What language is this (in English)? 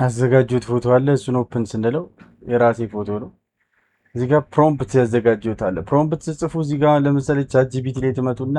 Amharic